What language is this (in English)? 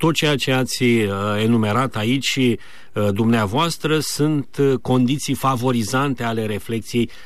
Romanian